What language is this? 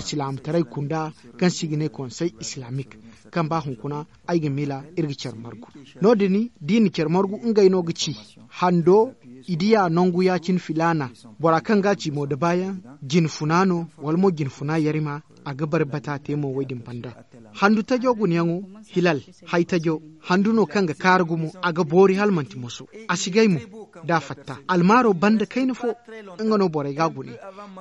Zarma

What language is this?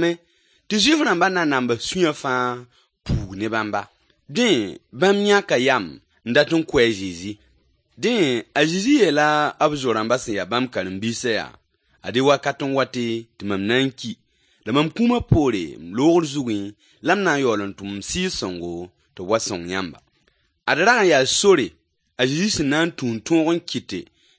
Mossi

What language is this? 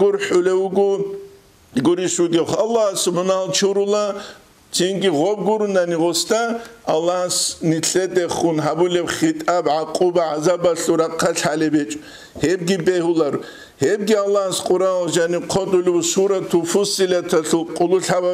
Avaric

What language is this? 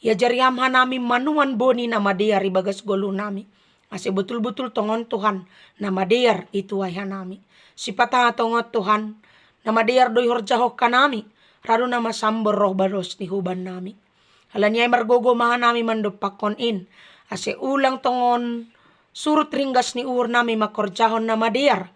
Batak Simalungun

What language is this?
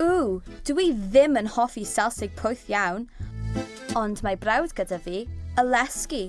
Welsh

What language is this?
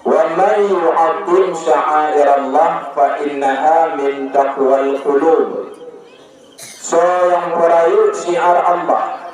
Achinese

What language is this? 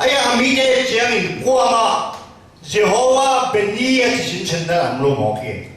Tedim Chin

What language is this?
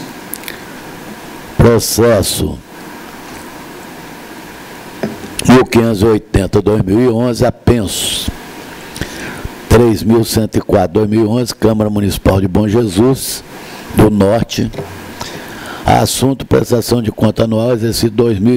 Portuguese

